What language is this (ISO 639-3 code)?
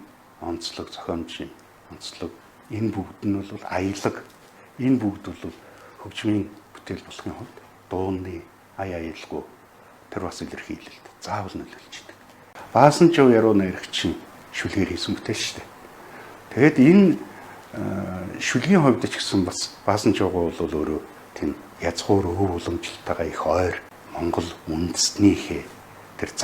mon